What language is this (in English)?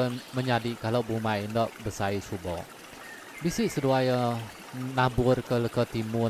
Iban